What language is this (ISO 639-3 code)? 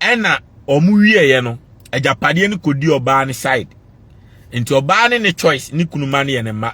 aka